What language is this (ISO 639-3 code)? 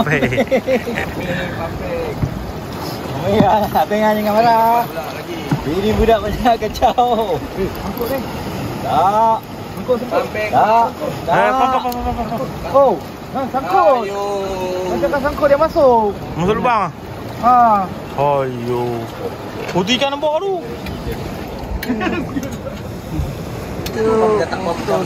msa